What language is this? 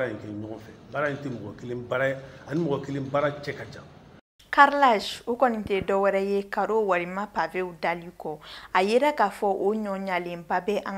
Bambara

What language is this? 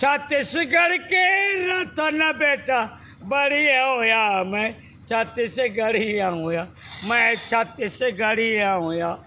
Chhattisgarhi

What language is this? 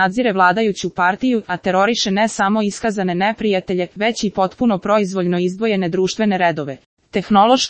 Serbian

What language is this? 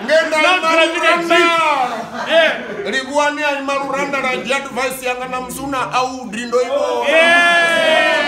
Venda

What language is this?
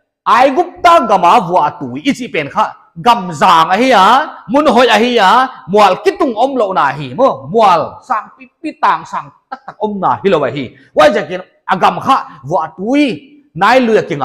Paite Chin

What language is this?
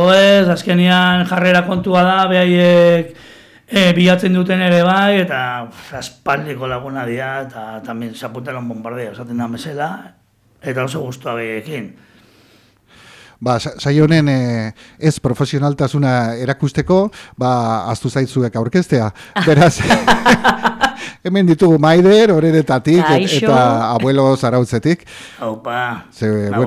Basque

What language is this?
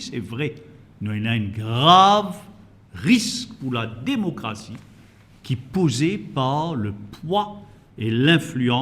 Morisyen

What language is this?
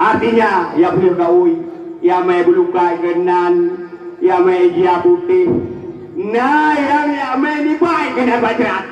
Achinese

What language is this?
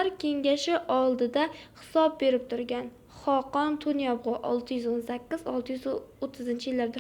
Uzbek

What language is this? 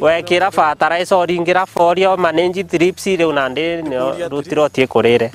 Meru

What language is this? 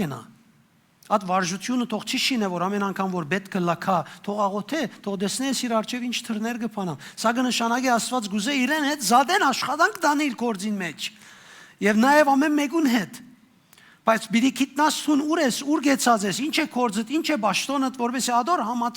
Western Armenian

